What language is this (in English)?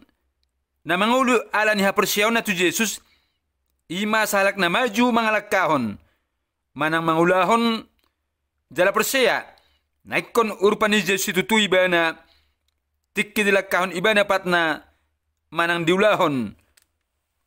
Batak Toba